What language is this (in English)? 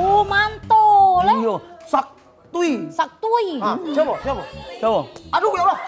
Musi